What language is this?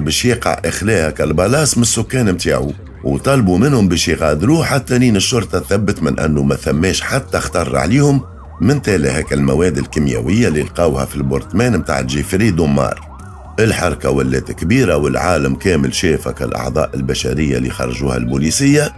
Tunisian Arabic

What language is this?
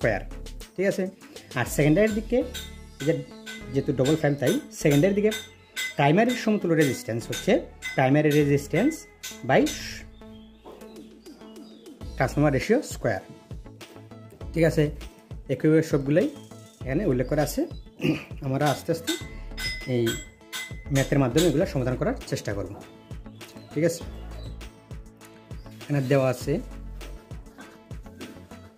Bangla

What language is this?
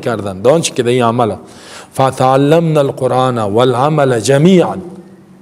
Persian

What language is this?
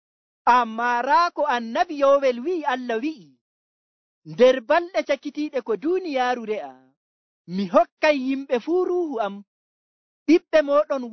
Nigerian Fulfulde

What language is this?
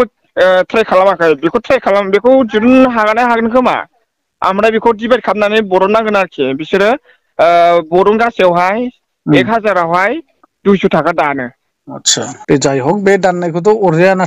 Bodo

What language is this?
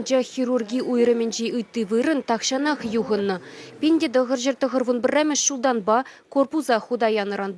Chuvash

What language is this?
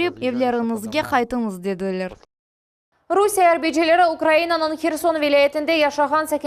Crimean Tatar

